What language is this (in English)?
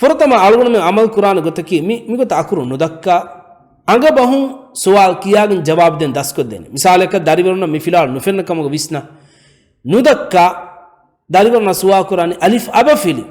Divehi